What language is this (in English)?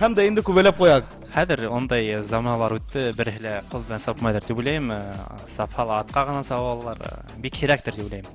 Bashkir